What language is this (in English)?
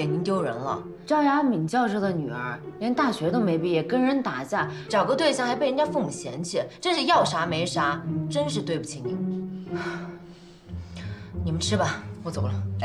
Chinese